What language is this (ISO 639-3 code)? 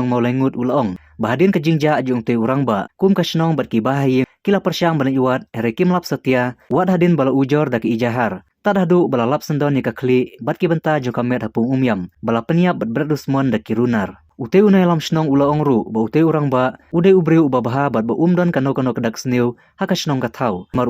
kha